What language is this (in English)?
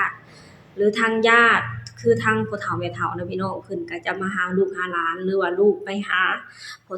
Lao